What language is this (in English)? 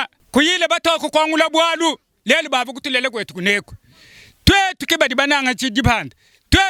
Luba-Lulua